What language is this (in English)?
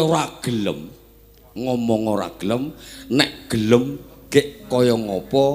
Javanese